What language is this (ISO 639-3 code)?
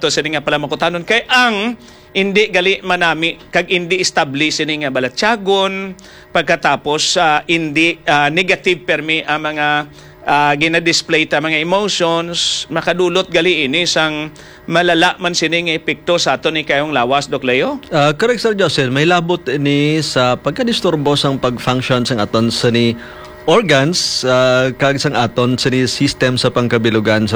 hil